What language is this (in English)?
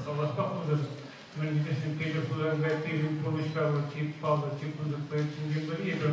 Chuvash